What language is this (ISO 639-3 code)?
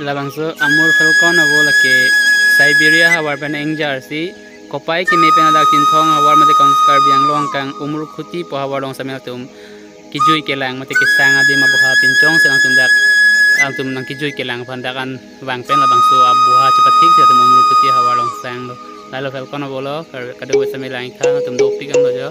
mjw